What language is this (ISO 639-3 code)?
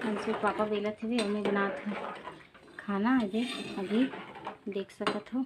hne